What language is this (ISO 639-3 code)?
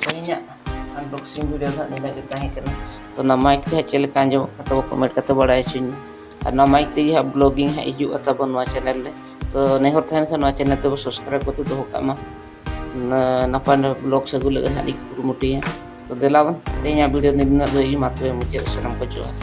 sat